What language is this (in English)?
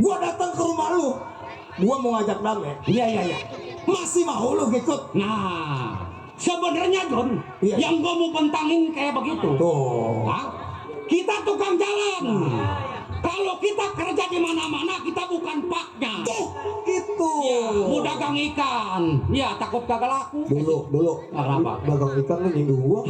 Betawi